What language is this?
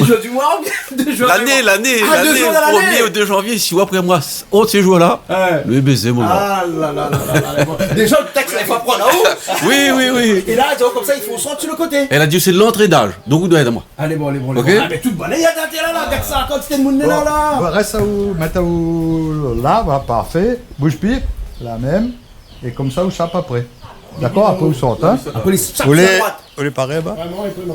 Réunion Creole French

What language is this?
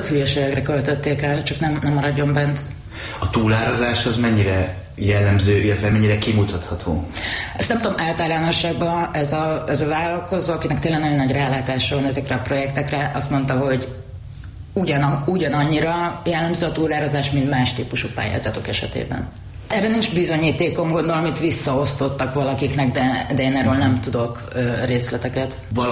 Hungarian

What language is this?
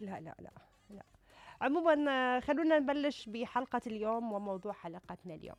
Mesopotamian Arabic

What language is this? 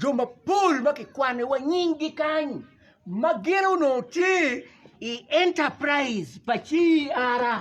Acoli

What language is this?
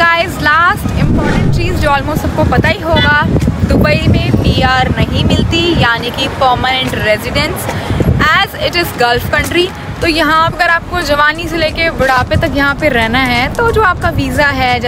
Hindi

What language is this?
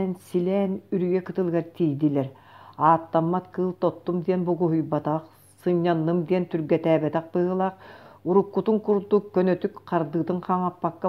Yakut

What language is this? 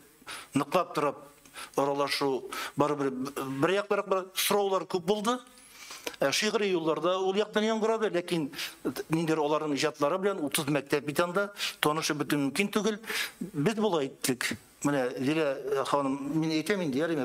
Tatar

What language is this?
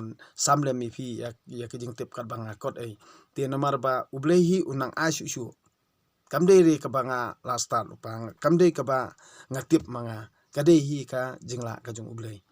Khasi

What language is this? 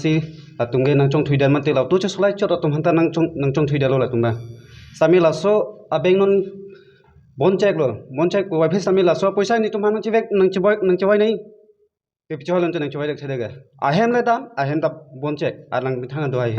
Karbi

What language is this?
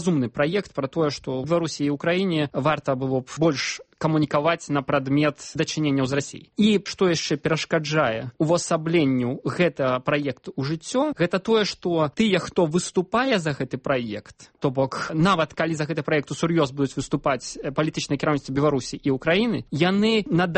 Belarusian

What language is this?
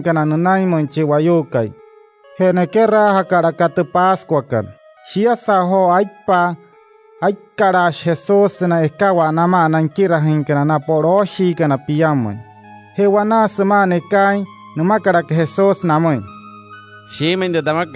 Wayuu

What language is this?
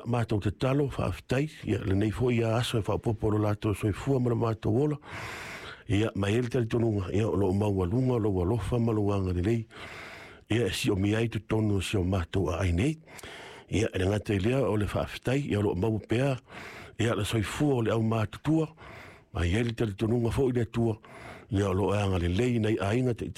Samoan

